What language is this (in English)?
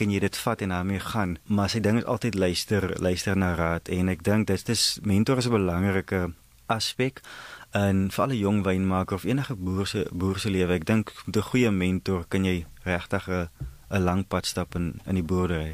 Afrikaans